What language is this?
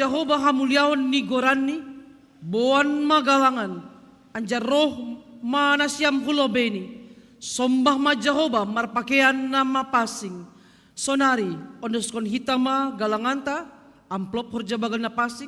Batak Simalungun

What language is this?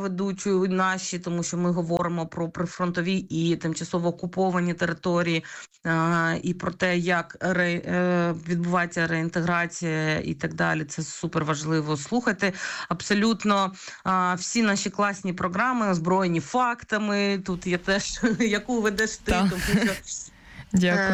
Ukrainian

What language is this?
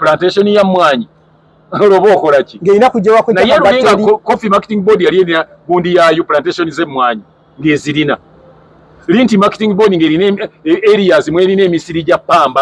Ganda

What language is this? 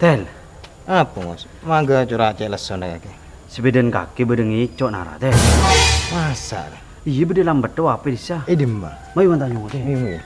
Madurese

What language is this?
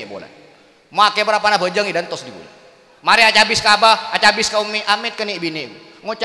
Madurese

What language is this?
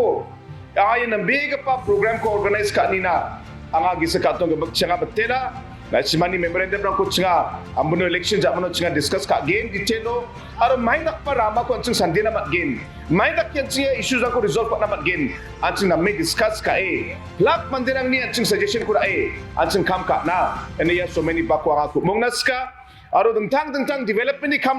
Garo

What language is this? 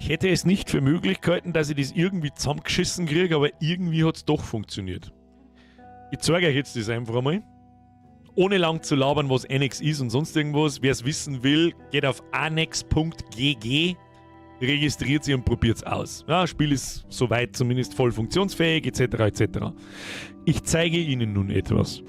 Bavarian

